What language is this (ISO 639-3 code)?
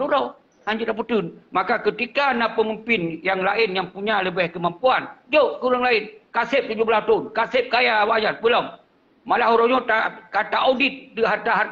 ace